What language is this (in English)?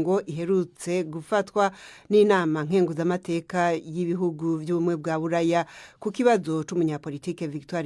Rundi